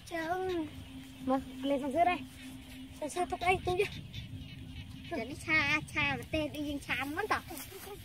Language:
Vietnamese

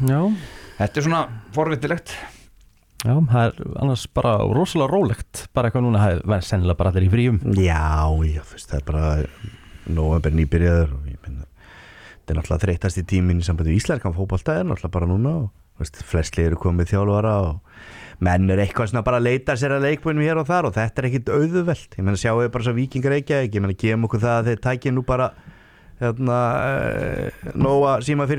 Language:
Icelandic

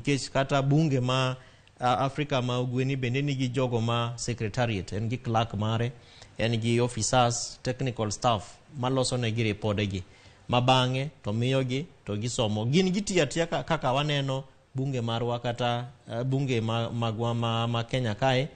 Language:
Luo (Kenya and Tanzania)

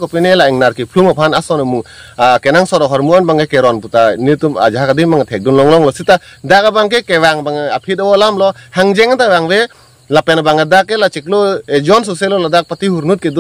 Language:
Karbi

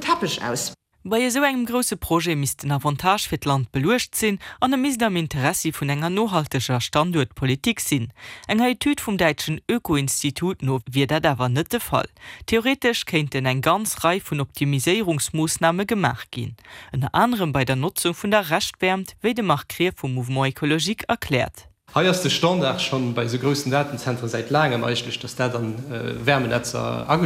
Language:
Luxembourgish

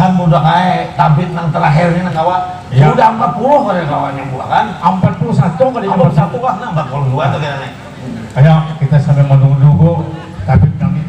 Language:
Banjar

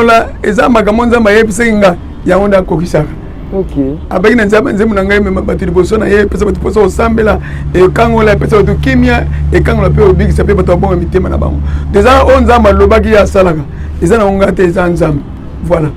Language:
Lingala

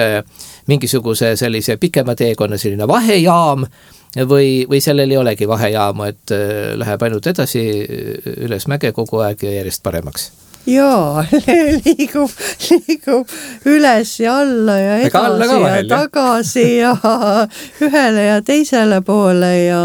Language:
Estonian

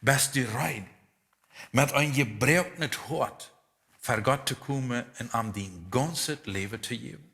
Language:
Plautdietsch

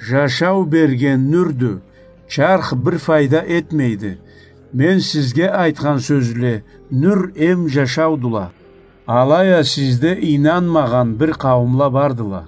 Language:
Karachay-Balkar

